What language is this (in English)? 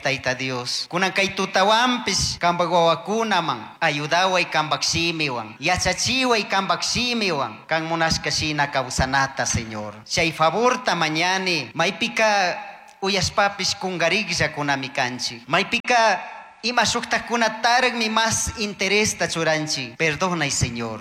Chimborazo Highland Quichua